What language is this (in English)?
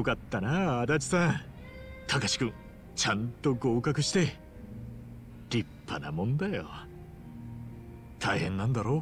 Japanese